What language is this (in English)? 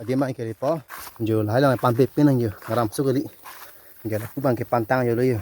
Karbi